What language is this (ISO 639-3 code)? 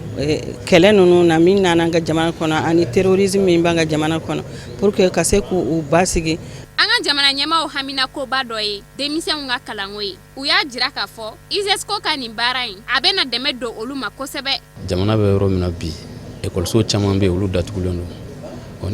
bam